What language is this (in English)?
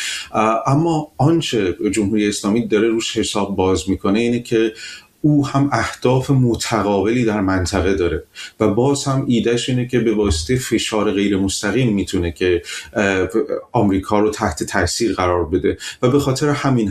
Persian